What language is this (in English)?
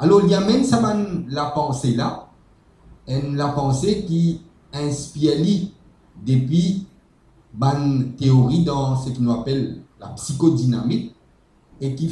Morisyen